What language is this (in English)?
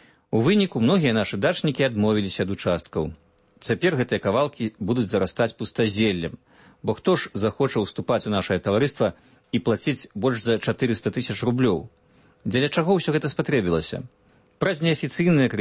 Belarusian